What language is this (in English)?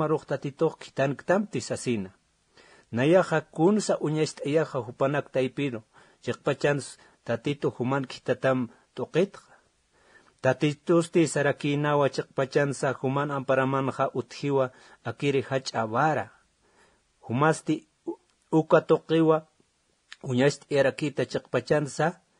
Aymara